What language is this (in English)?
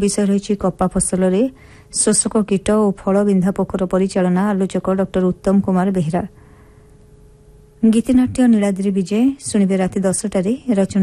Odia